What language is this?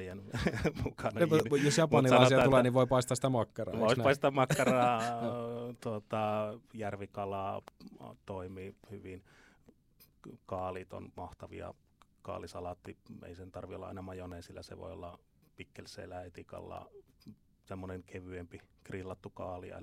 Finnish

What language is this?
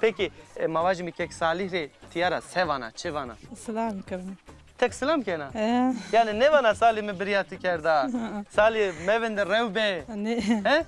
Zaza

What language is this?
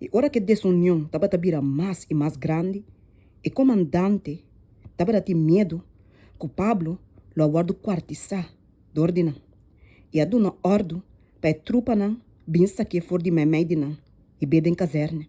Papiamento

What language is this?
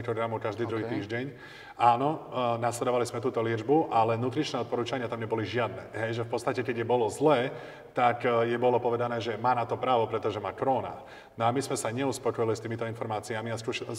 Slovak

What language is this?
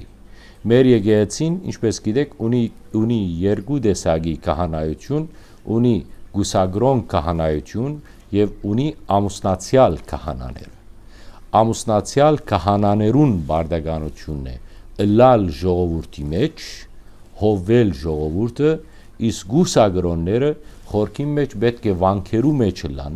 Western Armenian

